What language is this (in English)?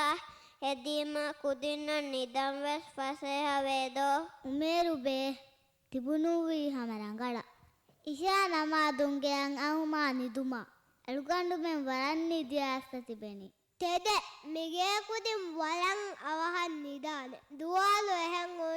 Divehi